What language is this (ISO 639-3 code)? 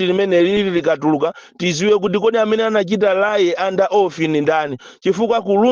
nya